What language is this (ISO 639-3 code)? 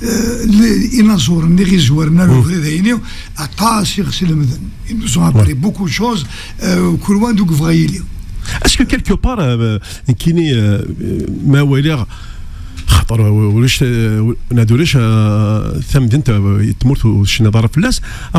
kab